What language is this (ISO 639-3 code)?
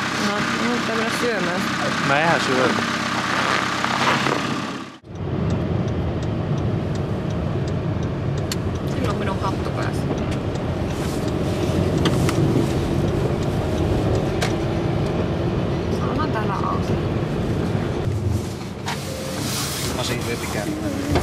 fin